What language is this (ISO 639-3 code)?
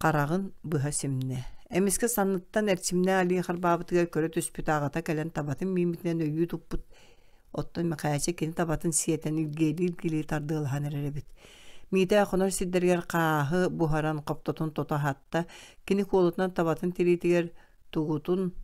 sah